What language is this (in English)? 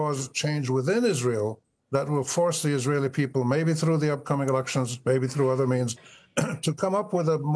English